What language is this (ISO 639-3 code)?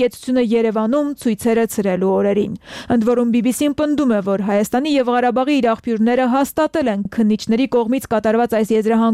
hye